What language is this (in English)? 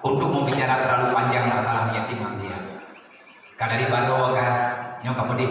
Achinese